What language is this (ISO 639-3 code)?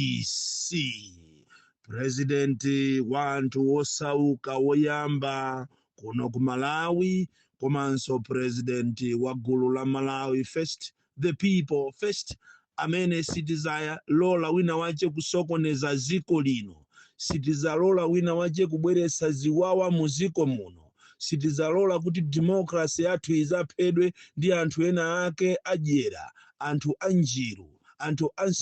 nya